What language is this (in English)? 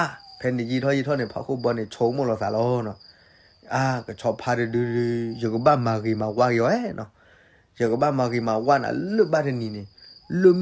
S'gaw Karen